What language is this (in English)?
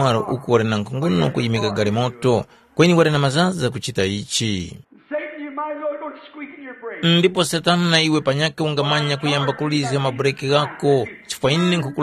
Tumbuka